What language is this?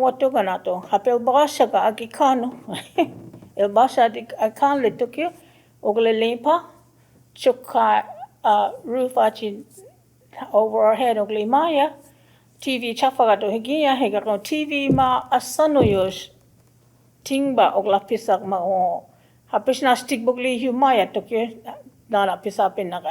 Choctaw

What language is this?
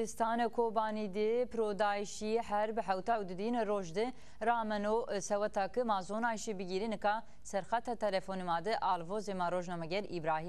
Zaza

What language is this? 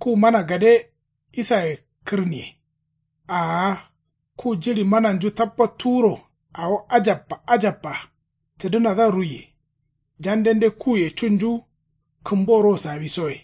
Kanuri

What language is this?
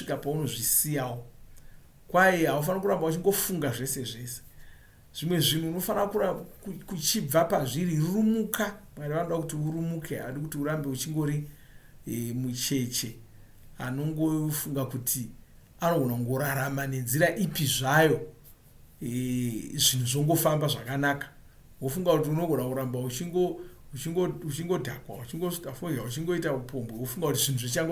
Shona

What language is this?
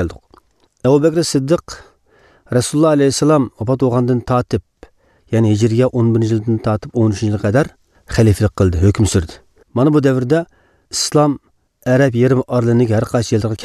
Uyghur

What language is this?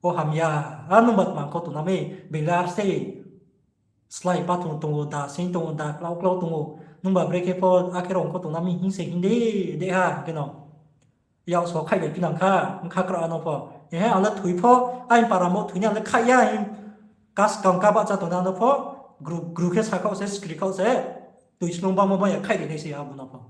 Riang (India)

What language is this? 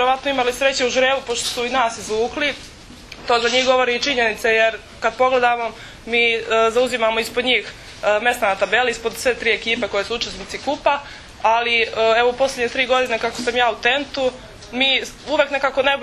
Serbian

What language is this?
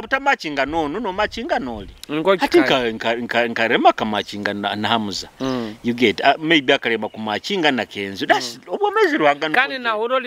Nyoro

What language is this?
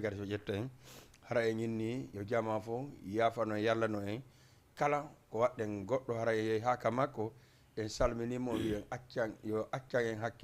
Fula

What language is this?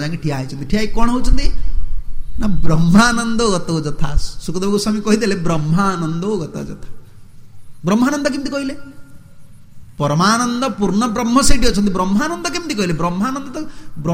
Odia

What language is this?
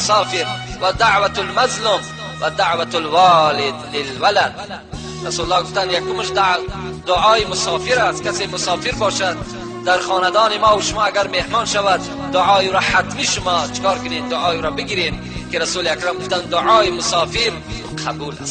Tajik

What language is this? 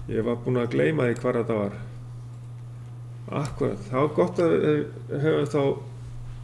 Icelandic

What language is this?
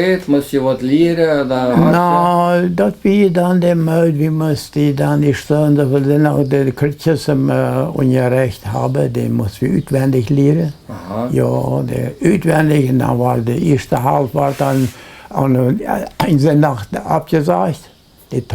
Plautdietsch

